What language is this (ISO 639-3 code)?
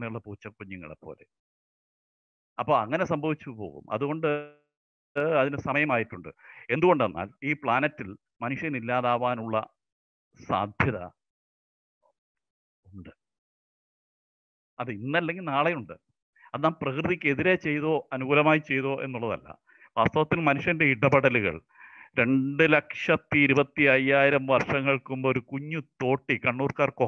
mal